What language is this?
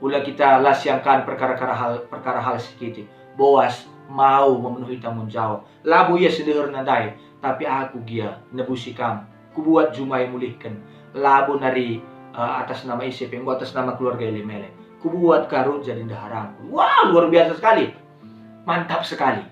Batak Karo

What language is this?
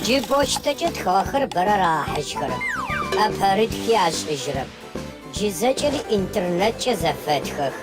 Adyghe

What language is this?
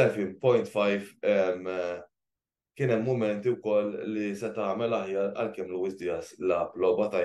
Maltese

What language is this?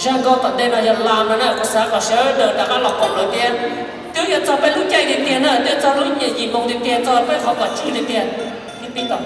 Hmong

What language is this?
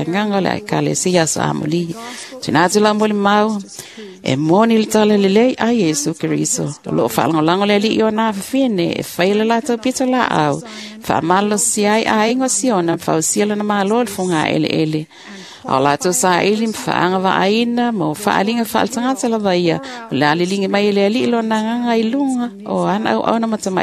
Samoan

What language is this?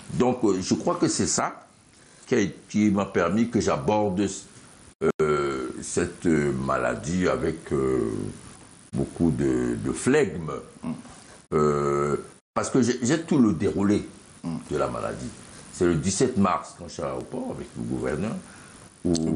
French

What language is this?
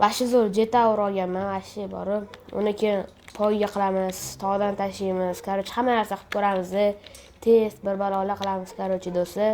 Uzbek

